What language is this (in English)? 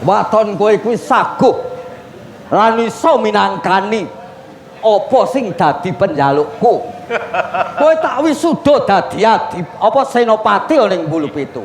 Javanese